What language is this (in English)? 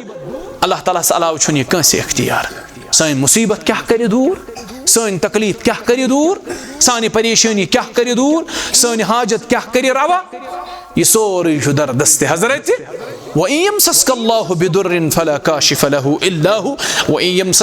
Kashmiri